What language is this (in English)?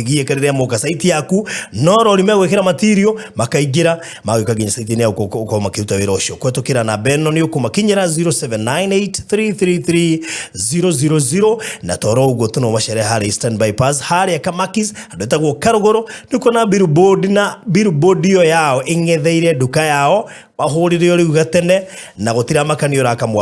Kikuyu